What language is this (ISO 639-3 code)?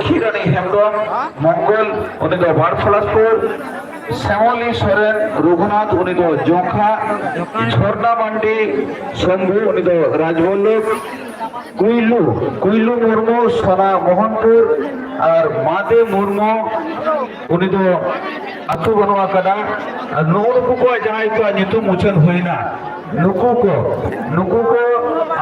sat